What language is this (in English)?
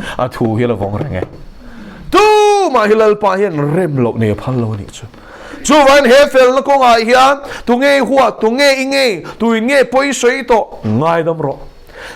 Mizo